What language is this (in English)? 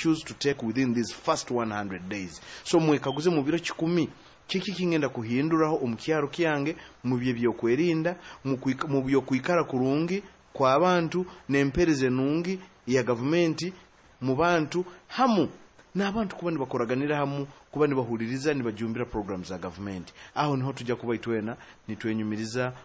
Nyoro